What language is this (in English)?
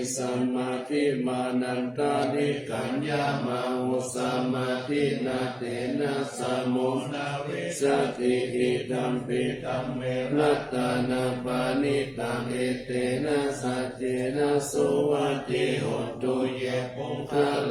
Pali